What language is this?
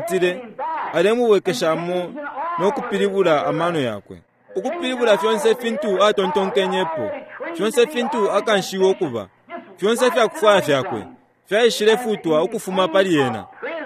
Bemba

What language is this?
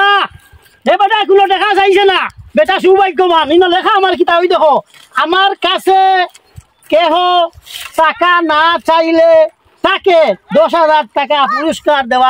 Sylheti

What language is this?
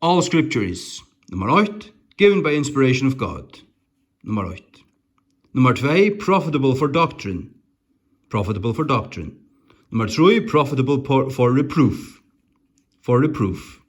Faroese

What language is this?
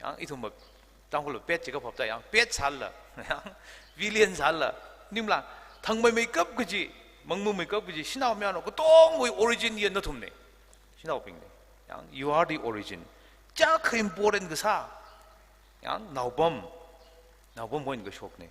Tangkhul Naga (India)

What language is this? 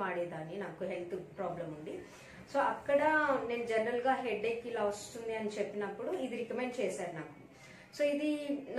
Telugu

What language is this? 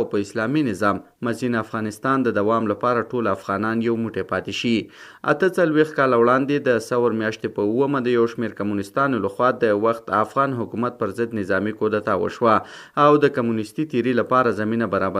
Pashto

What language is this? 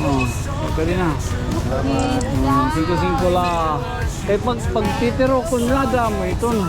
Waray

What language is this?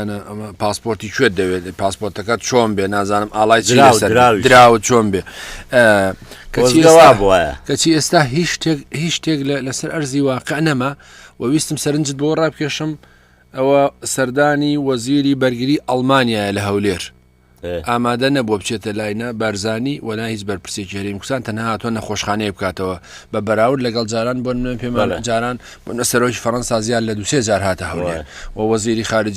Central Kurdish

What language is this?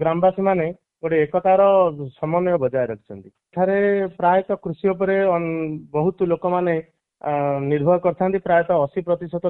Odia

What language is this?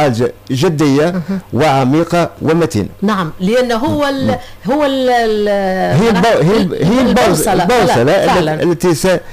Tunisian Arabic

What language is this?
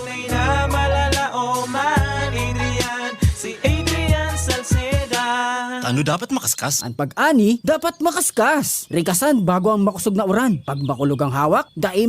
Bikol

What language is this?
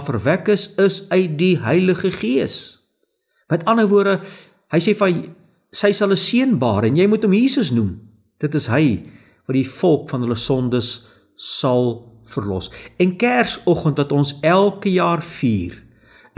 Afrikaans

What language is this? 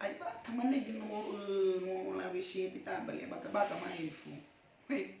Nias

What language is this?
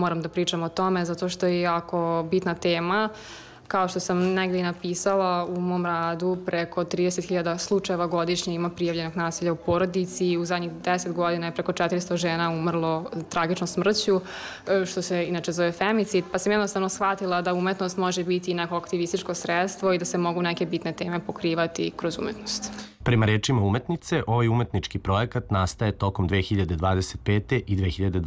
Serbian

